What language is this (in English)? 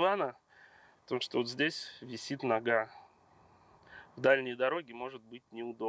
Russian